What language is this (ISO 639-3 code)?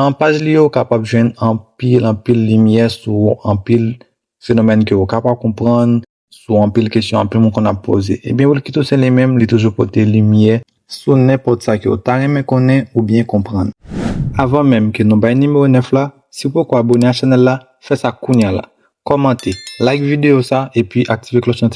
hat